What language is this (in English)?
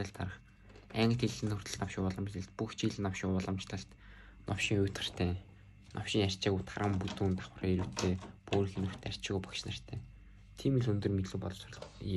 Mongolian